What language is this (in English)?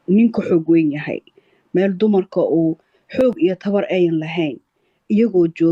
Somali